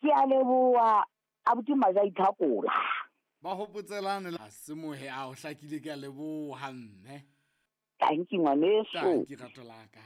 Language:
Southern Sotho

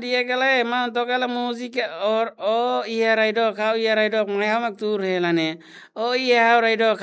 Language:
Tetum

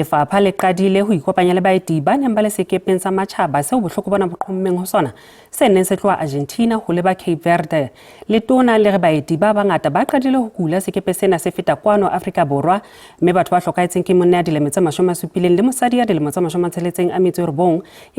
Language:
Southern Sotho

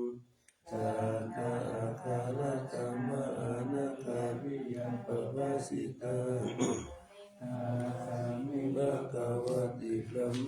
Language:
Pali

